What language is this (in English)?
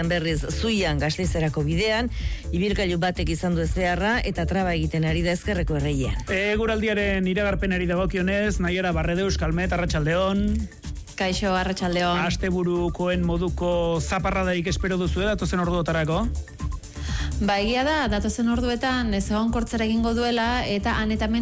Basque